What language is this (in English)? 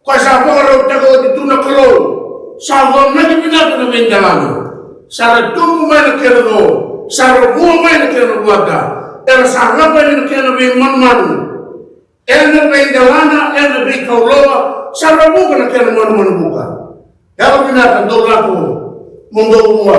Fijian